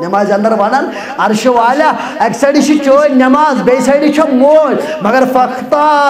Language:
Kashmiri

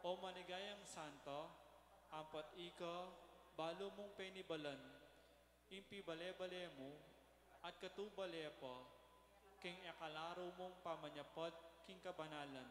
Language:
Pampanga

